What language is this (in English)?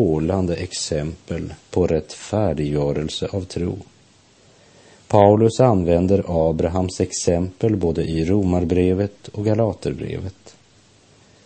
Swedish